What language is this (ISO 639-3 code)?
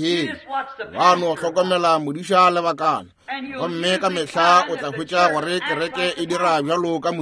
nso